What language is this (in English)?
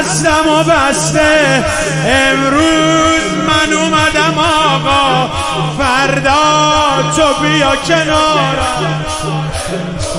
Persian